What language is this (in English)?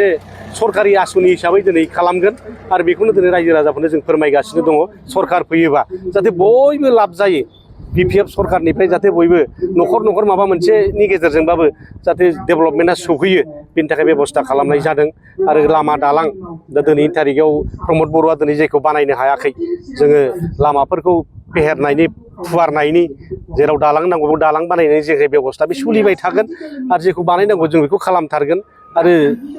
Bodo